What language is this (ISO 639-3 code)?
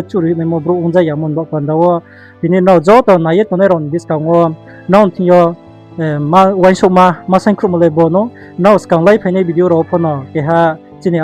ria